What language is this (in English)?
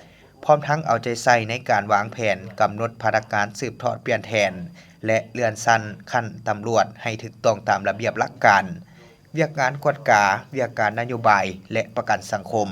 Lao